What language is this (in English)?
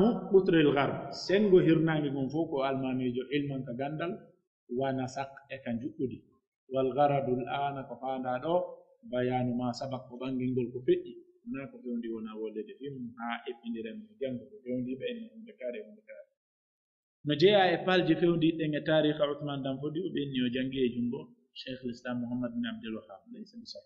Pular